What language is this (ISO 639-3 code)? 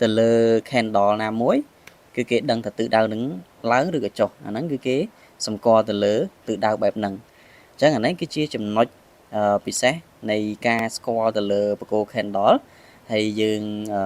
khm